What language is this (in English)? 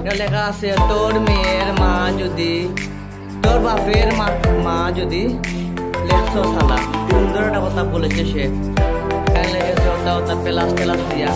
Sylheti